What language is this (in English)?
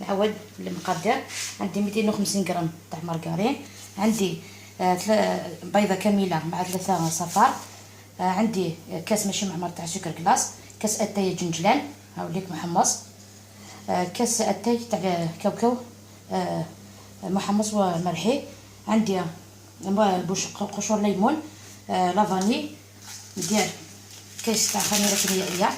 Algerian Arabic